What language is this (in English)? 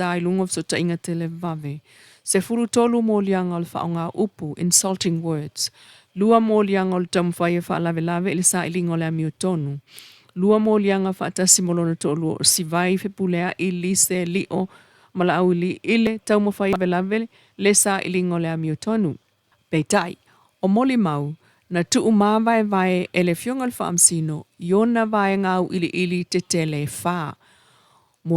Samoan